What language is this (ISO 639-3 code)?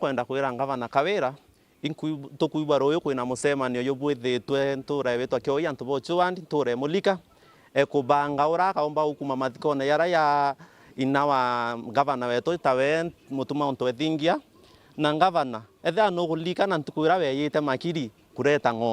mer